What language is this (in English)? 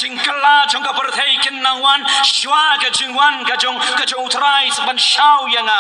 Khasi